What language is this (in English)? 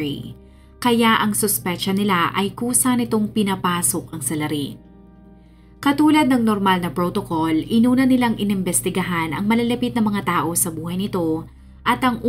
Filipino